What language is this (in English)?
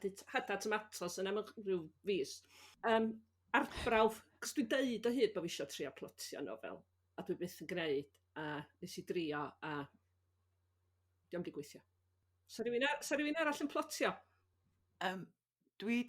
Welsh